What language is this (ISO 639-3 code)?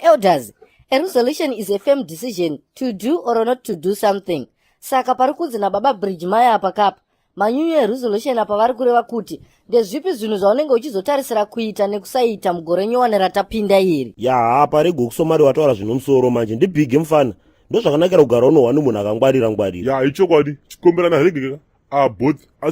sna